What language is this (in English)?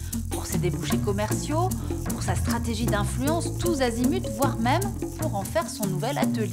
French